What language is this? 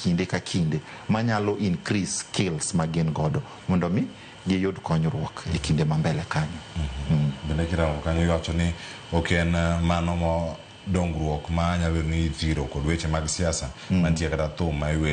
Luo (Kenya and Tanzania)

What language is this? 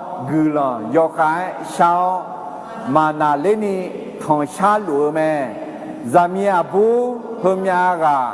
Akha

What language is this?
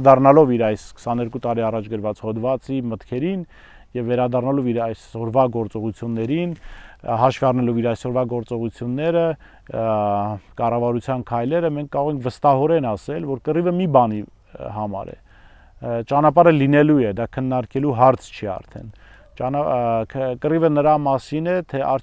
Armenian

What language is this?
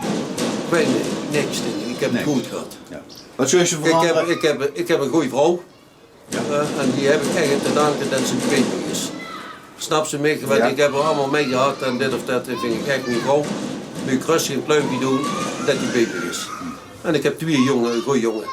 Limburgish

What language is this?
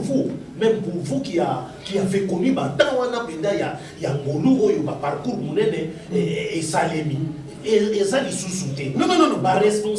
Lingala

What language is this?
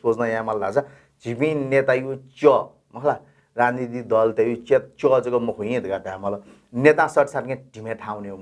Newari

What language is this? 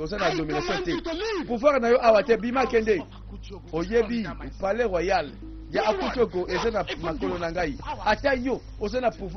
Lingala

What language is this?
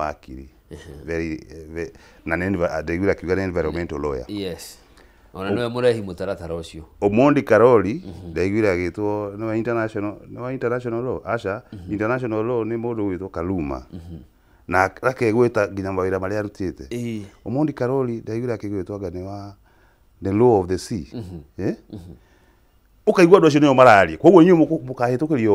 Kikuyu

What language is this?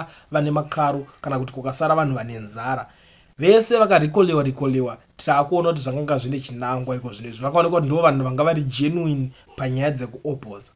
Shona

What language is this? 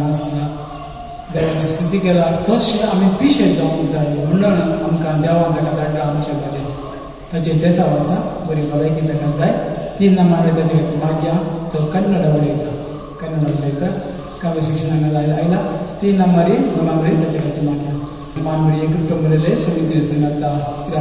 Konkani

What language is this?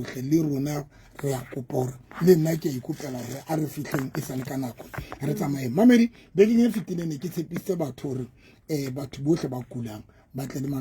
Southern Sotho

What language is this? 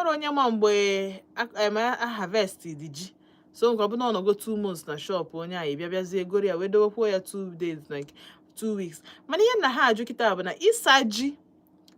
Igbo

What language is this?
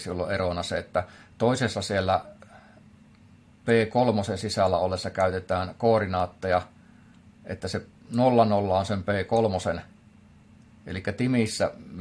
Finnish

